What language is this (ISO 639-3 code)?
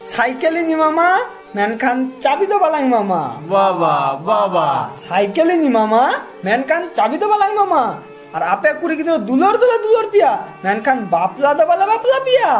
sat